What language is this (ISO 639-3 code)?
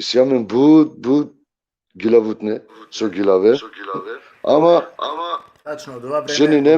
rmn